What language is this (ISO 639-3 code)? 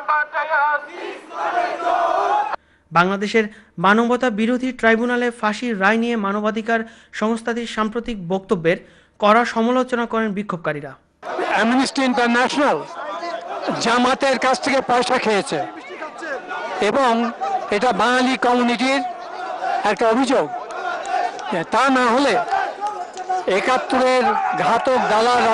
ben